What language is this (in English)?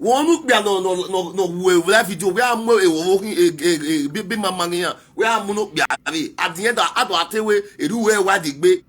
Nigerian Pidgin